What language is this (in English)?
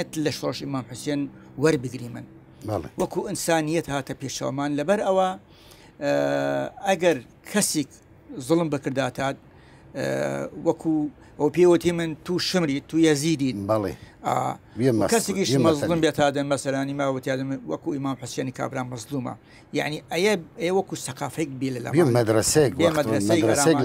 Southern Kurdish